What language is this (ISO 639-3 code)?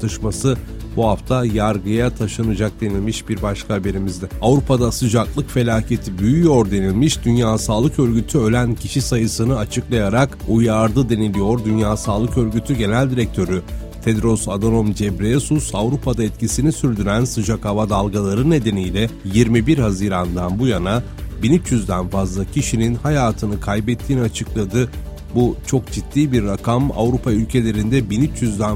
tur